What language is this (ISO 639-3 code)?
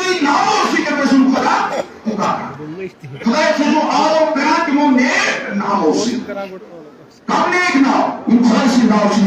kas